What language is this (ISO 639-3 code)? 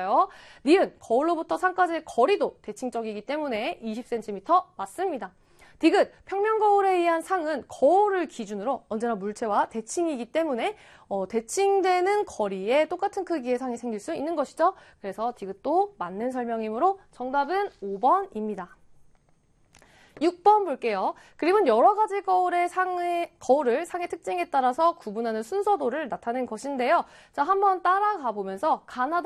kor